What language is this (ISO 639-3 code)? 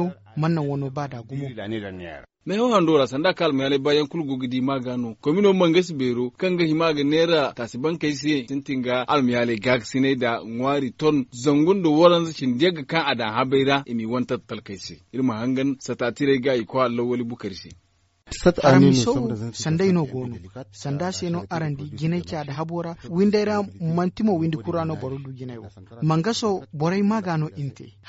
dje